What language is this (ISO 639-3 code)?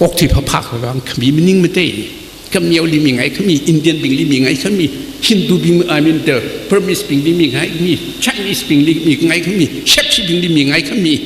nmf